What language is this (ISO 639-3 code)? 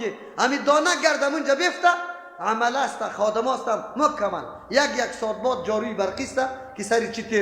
fas